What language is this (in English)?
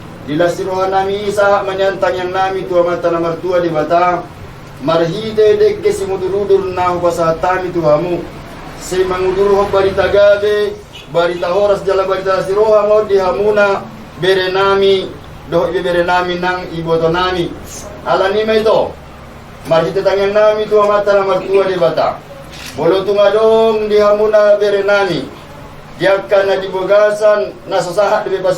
Batak Toba